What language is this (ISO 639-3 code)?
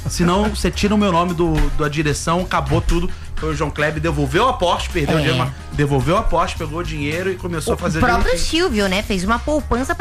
por